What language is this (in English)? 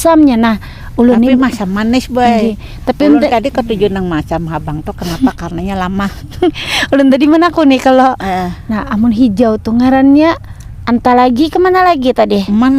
Banjar